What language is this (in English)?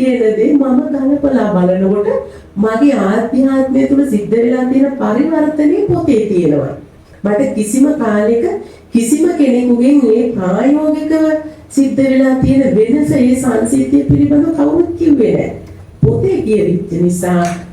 Sinhala